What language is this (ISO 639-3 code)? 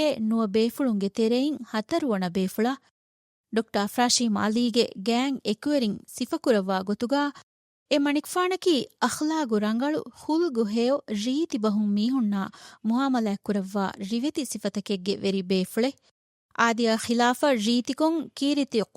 div